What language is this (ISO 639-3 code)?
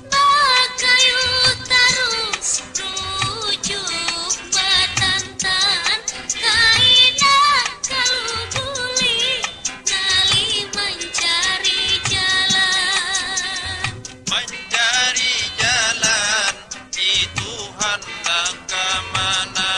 bjn